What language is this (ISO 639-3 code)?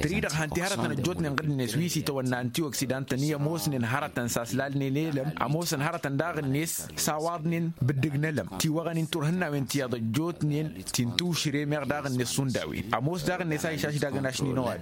taq